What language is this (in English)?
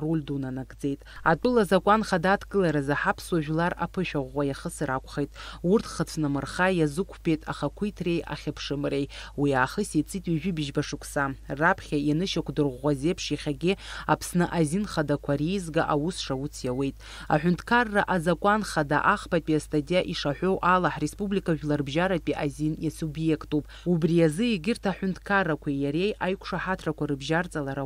Abkhazian